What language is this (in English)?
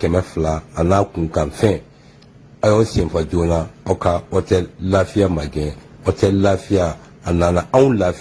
Bambara